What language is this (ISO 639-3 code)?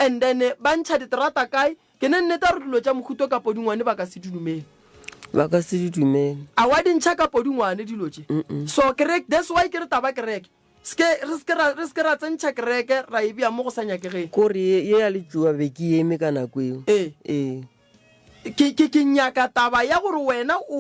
nso